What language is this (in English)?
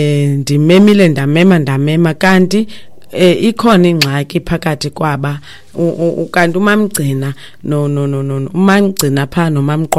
Xhosa